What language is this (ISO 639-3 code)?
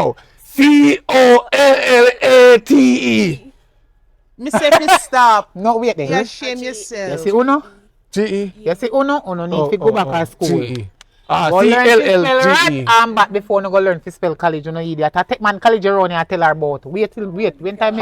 jam